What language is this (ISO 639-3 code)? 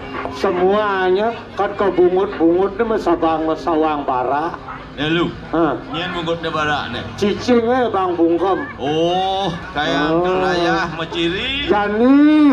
ban